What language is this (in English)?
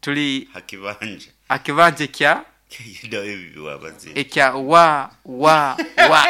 Nyoro